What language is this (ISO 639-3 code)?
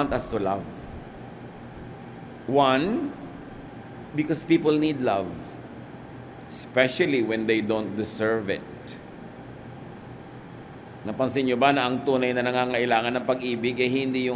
fil